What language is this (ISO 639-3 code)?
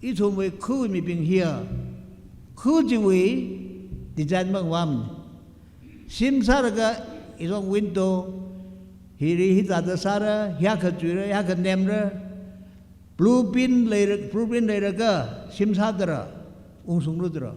nmf